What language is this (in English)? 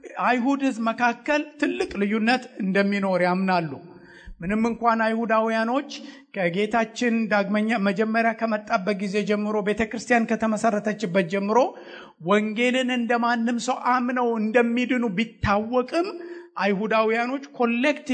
Amharic